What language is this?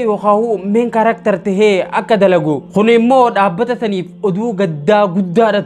Oromo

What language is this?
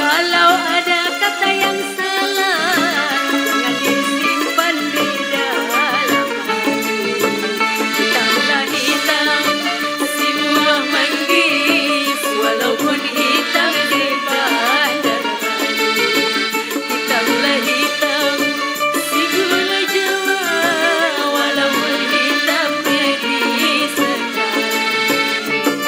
Betawi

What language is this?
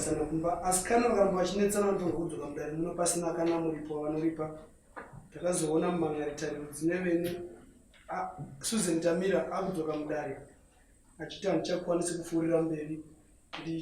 Shona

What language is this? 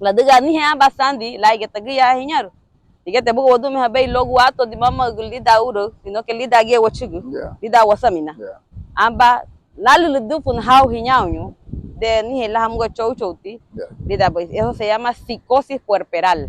Garifuna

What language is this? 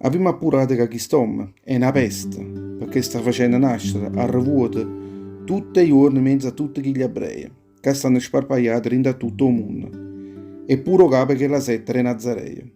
Neapolitan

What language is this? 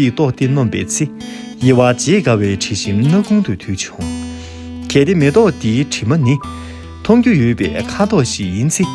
Tibetan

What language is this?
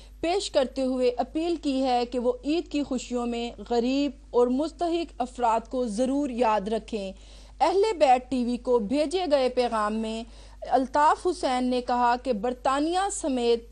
Urdu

